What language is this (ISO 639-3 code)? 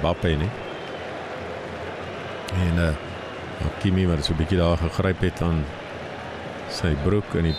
afr